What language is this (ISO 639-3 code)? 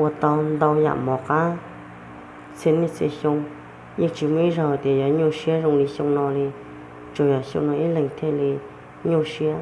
hmn